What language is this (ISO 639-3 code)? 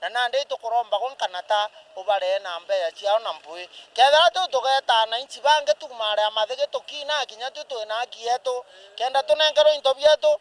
mer